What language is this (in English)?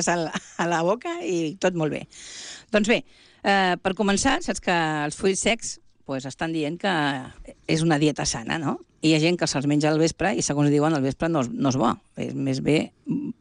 Catalan